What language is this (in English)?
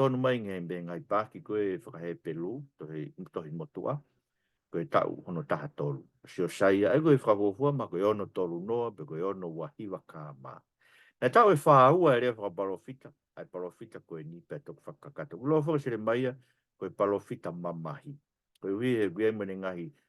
Tongan